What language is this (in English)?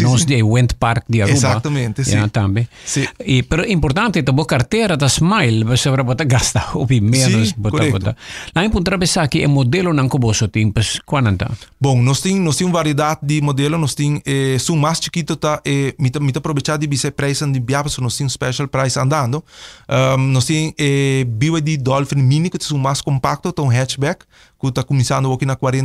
Papiamento